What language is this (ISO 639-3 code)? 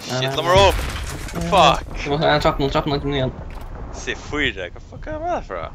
fao